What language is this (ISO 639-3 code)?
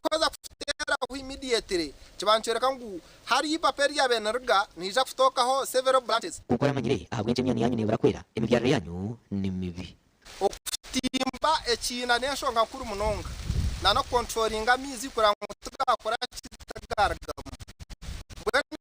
nyn